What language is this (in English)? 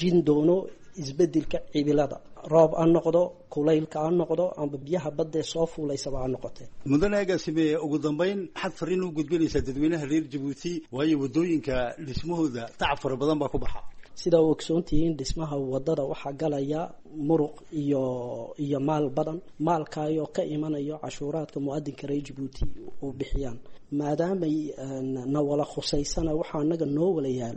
Somali